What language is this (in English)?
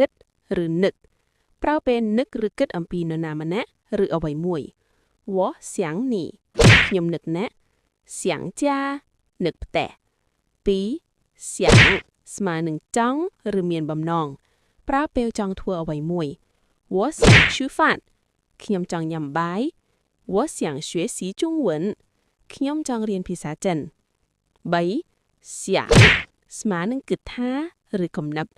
Khmer